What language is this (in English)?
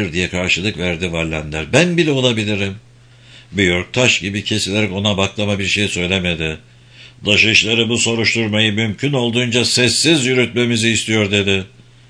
Turkish